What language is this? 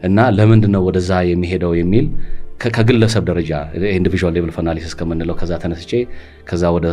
Amharic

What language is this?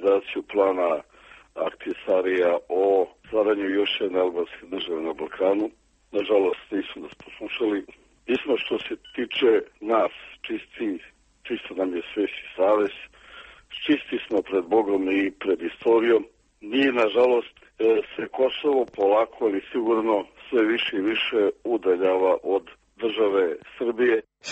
Serbian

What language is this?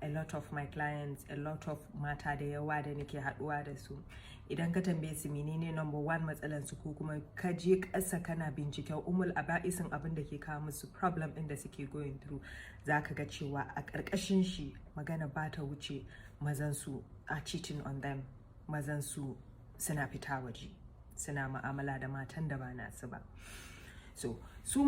Hausa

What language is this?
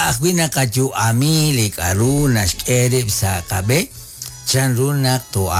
Kekchí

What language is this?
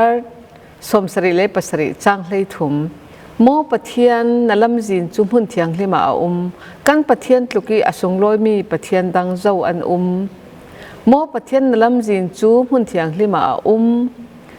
Falam Chin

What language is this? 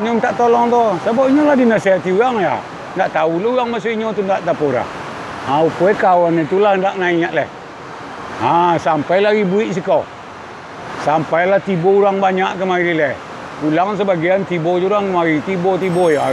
Minangkabau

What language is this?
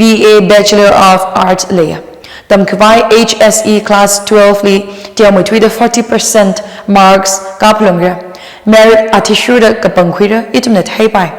Tangkhul Naga (India)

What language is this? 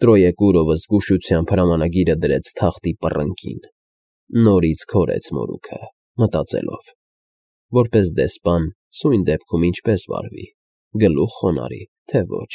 Armenian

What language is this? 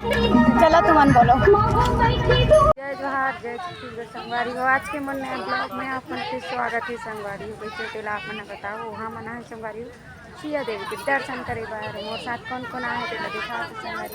Chhattisgarhi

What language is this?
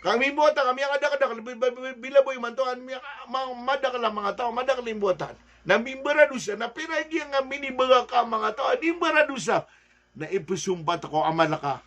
Maranao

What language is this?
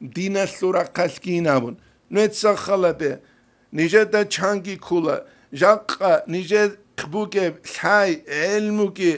Avaric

